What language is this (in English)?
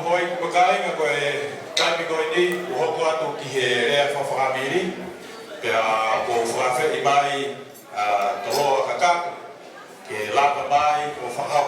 Tongan